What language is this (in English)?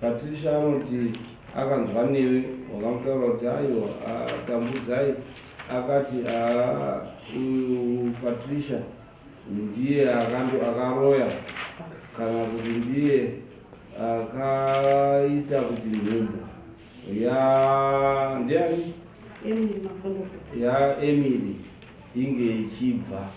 Shona